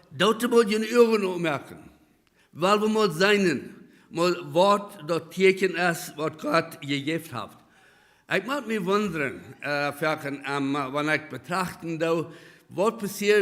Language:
Plautdietsch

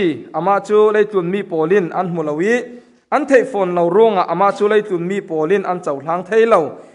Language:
Falam Chin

